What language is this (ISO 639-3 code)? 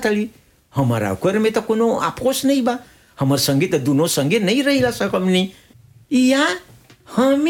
bho